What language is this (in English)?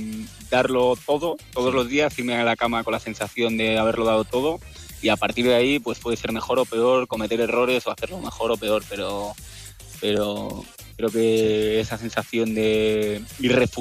Spanish